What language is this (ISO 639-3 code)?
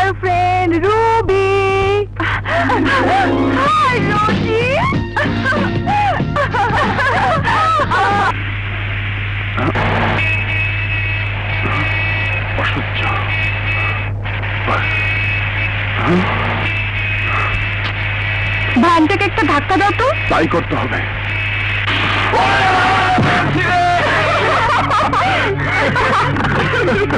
ben